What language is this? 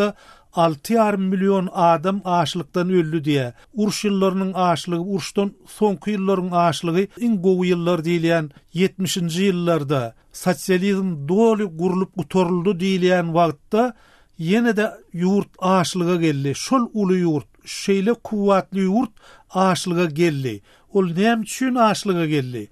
Turkmen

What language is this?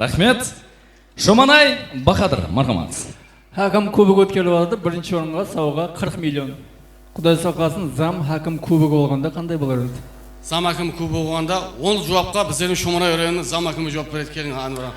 Kara-Kalpak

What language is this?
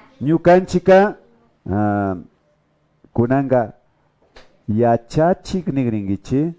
Imbabura Highland Quichua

